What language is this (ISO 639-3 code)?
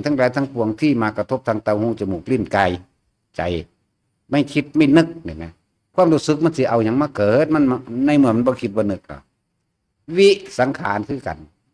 tts